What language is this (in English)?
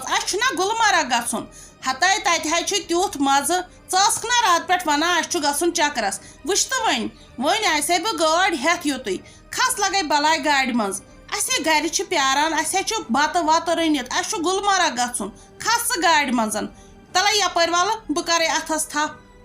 Kashmiri